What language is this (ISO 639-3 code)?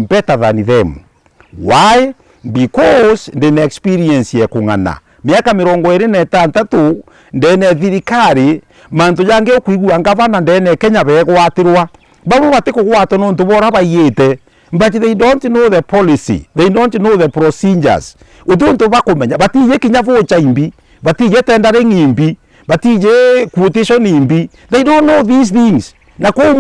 mer